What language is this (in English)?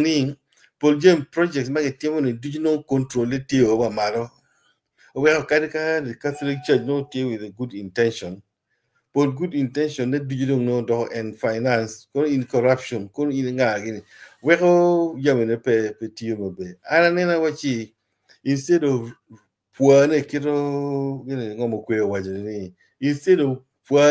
Acoli